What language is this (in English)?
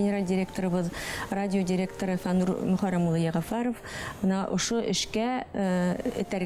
Bashkir